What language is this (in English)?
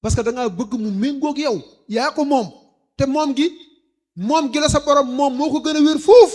Wolof